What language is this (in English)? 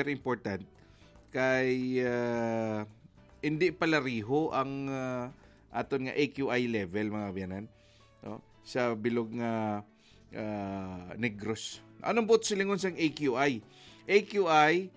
Hiligaynon